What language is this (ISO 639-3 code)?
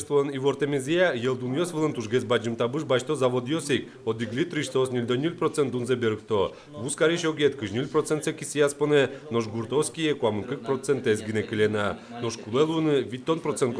udm